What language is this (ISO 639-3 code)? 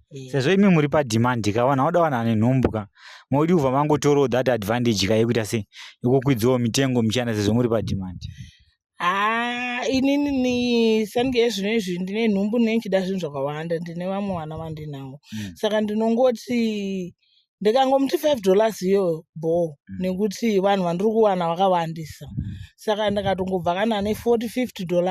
sna